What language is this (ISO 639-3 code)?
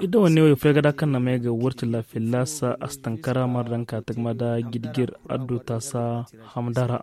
taq